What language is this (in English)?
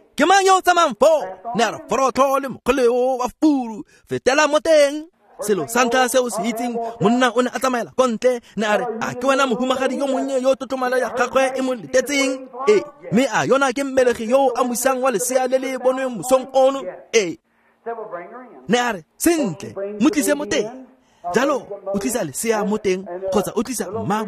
Tswana